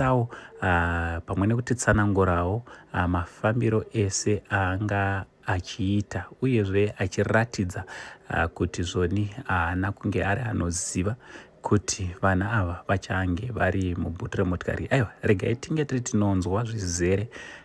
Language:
Shona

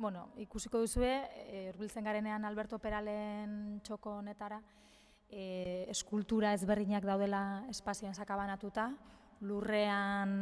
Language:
Basque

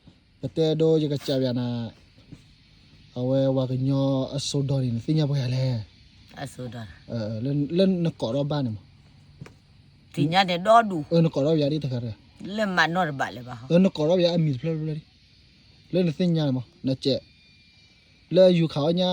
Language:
S'gaw Karen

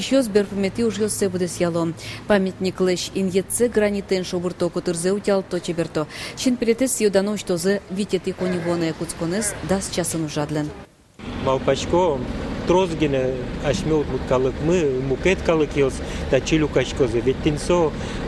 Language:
Udmurt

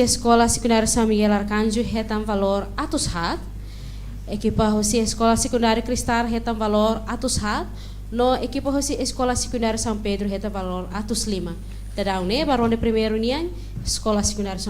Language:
Tetum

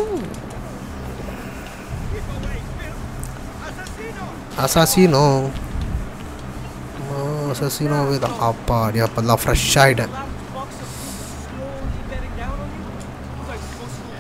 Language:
Tamil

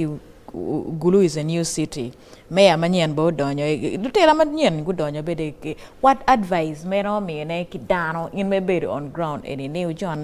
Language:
Acoli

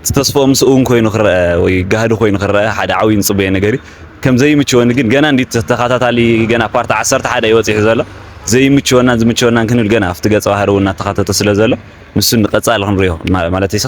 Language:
Tigrinya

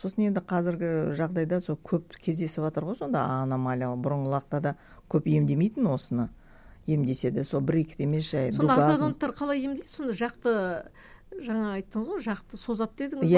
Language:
Kazakh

